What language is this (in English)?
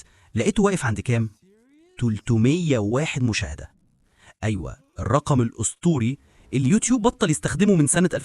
Egyptian Arabic